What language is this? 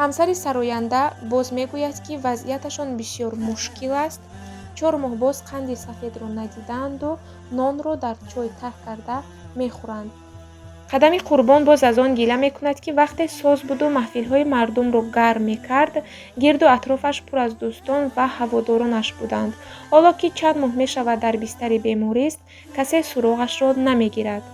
Tajik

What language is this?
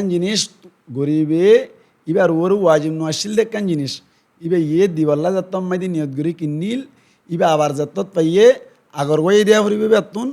Rohingya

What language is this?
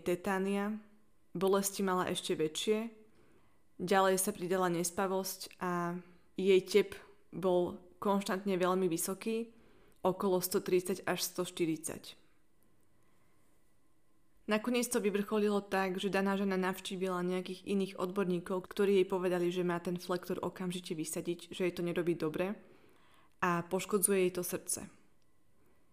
Slovak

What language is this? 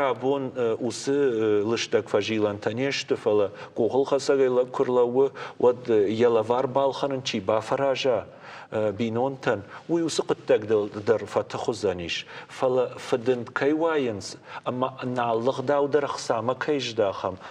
Ossetic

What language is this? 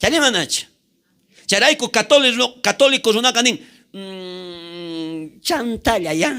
South Bolivian Quechua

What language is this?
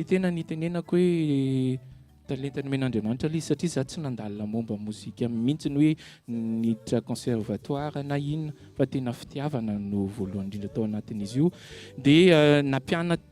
Malagasy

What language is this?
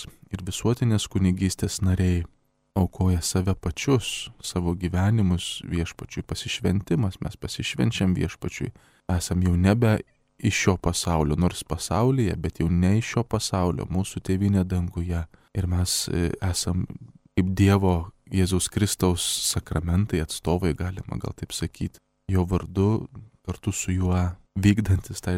Lithuanian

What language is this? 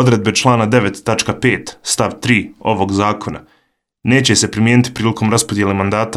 Bosnian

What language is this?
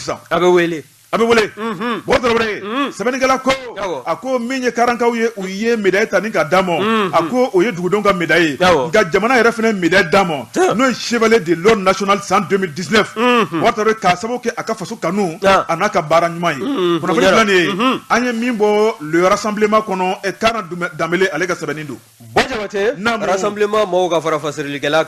Bambara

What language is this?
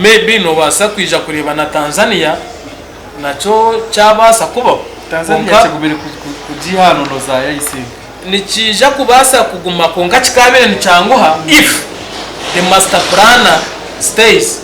Nyankole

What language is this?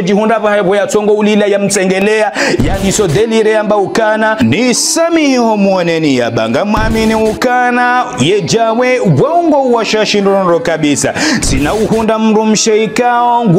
Ngazidja Comorian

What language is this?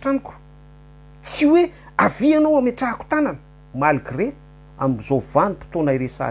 Malagasy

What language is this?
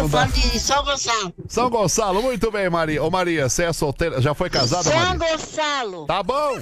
Portuguese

